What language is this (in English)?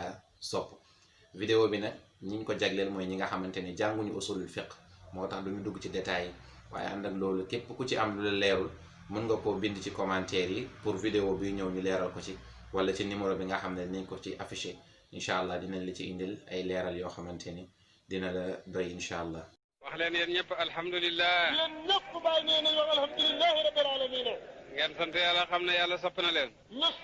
Wolof